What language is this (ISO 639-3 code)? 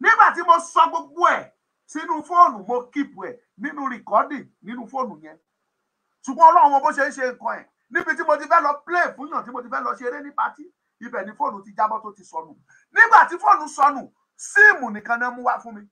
yor